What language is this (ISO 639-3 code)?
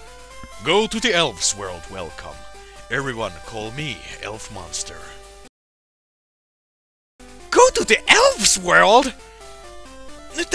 fin